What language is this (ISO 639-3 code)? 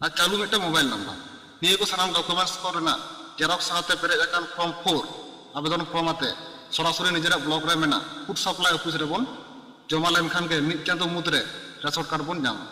sat